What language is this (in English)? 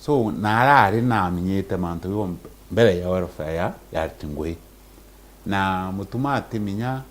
Meru